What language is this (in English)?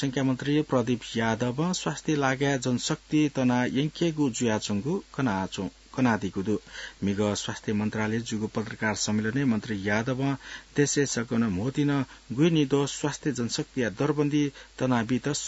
Newari